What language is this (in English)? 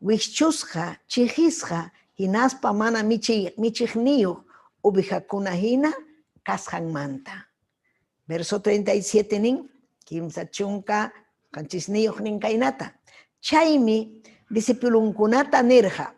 Ayacucho Quechua